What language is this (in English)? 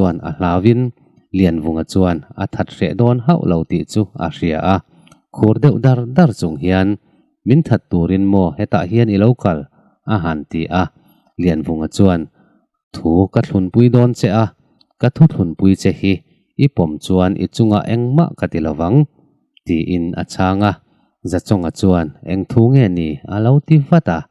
Mizo